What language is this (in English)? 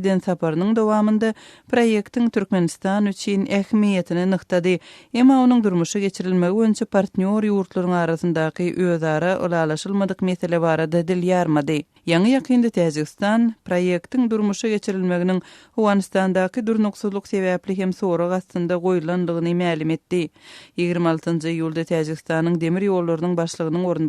Turkmen